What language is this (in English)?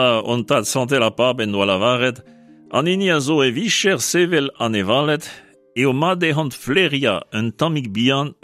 Breton